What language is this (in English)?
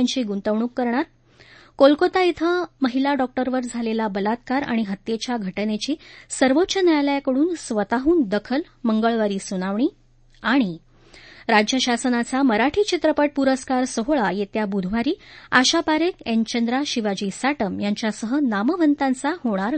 Marathi